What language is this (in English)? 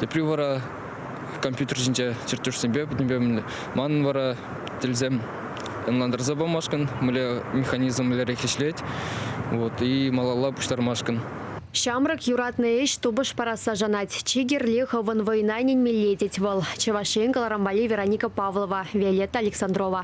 Chuvash